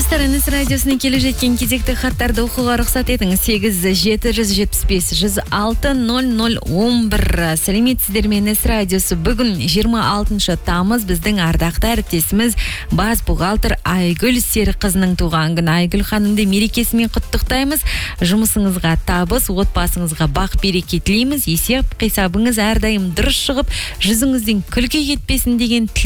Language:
Kazakh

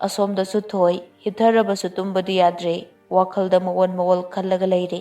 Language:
Manipuri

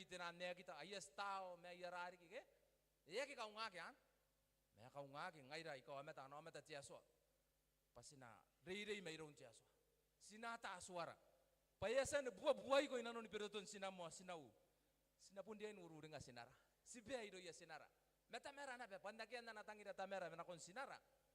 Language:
Gilbertese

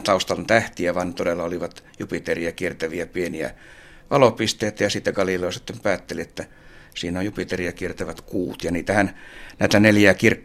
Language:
Finnish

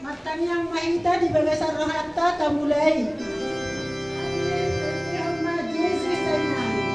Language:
Batak Toba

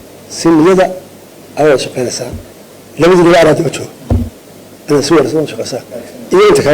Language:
Somali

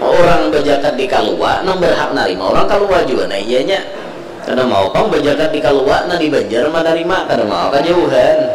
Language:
Banjar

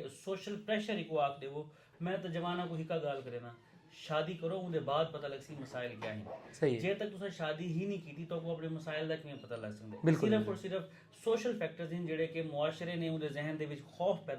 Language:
Saraiki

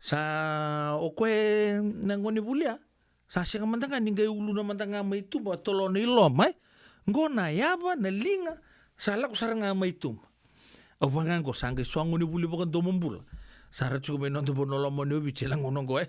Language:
Fijian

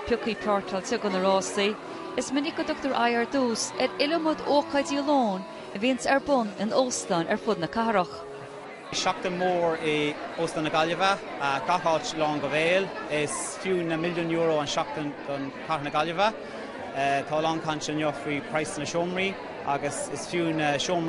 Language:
Irish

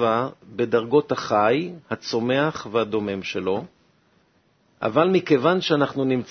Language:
Hebrew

